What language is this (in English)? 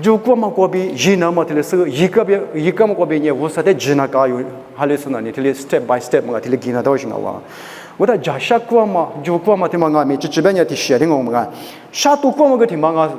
Lisu